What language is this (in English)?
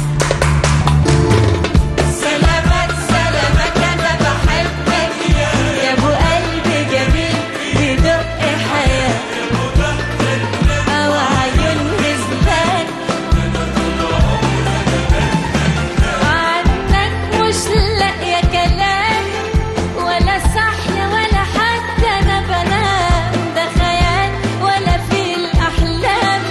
Egyptian Arabic